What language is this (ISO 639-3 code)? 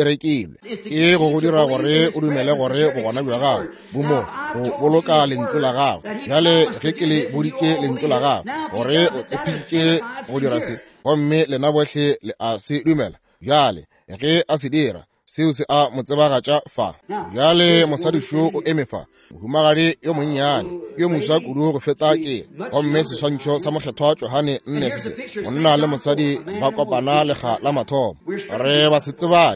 nso